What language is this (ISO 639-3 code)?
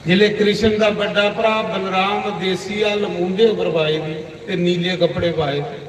doi